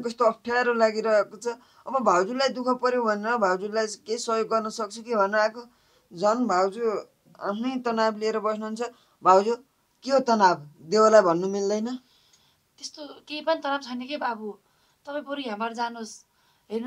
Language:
Nepali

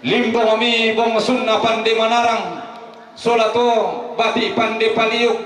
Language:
Toraja-Sa'dan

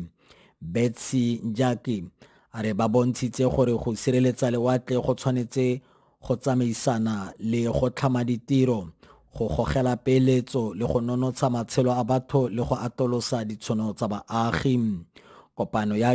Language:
Tswana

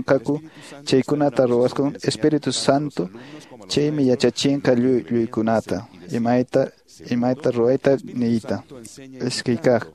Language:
Quechua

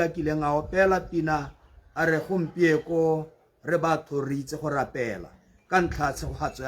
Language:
Tswana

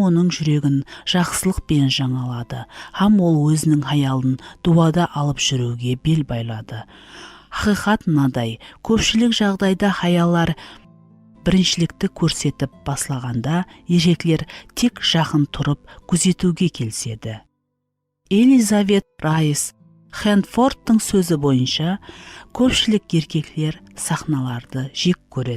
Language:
Kara-Kalpak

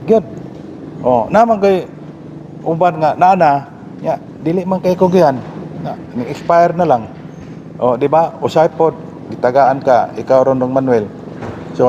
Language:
Cebuano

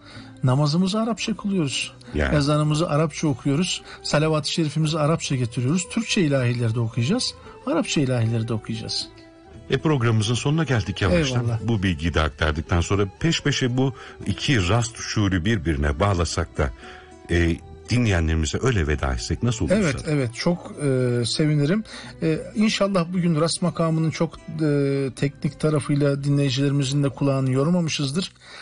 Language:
Turkish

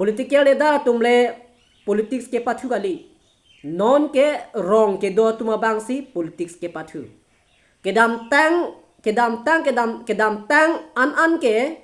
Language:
Karbi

